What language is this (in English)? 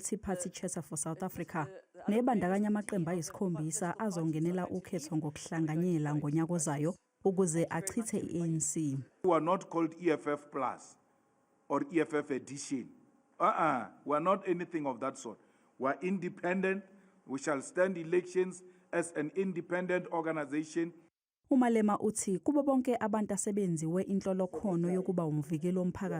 Zulu